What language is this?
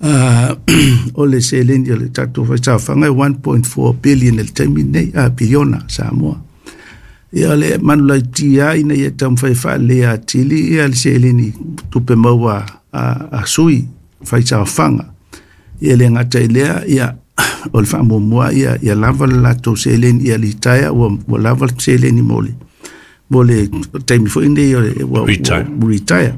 Samoan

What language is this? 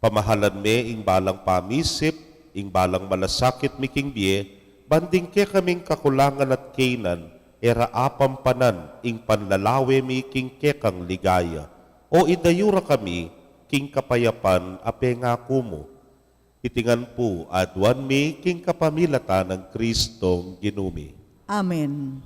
Pampanga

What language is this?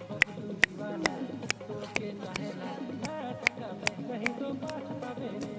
Sadri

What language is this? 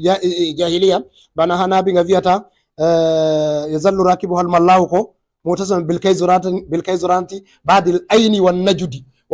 Fula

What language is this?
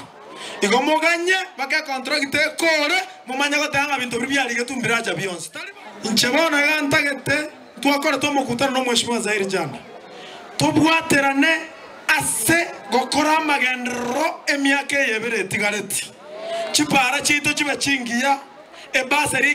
Gusii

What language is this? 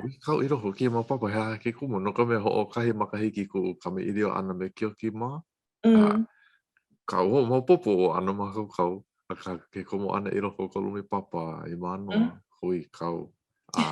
Hawaiian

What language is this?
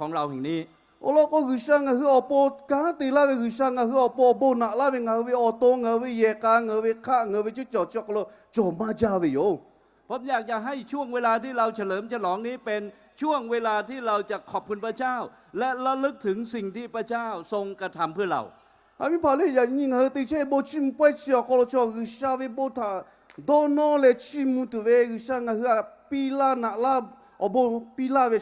Lahu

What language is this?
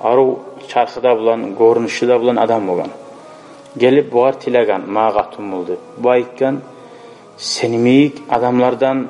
Kumyk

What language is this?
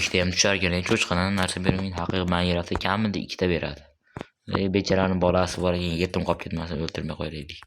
Uzbek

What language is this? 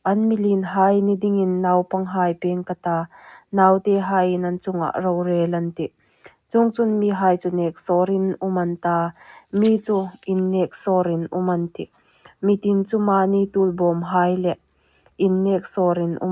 Hmar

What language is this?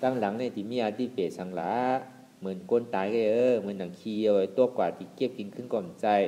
Shan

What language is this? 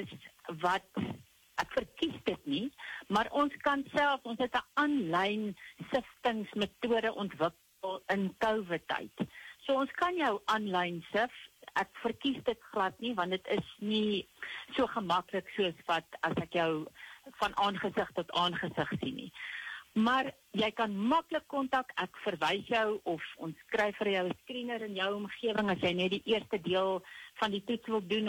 Afrikaans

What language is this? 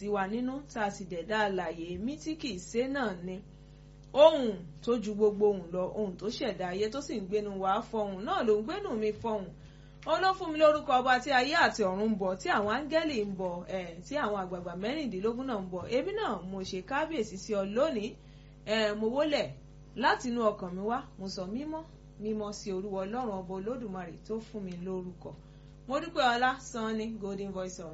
Nigerian Pidgin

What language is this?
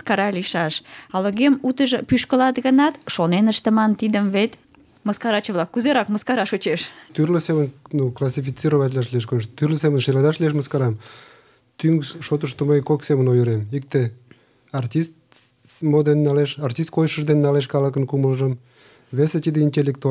Mari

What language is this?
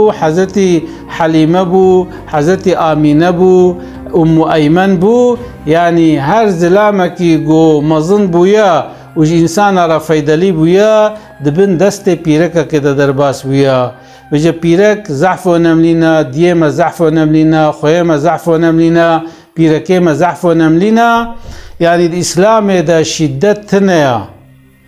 Kurdish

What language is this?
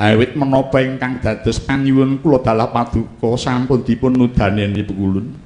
Javanese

